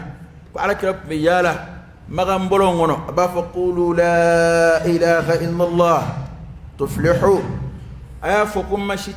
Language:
Dyula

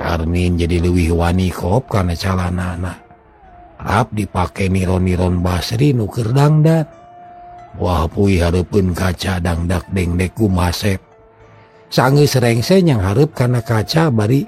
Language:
Sundanese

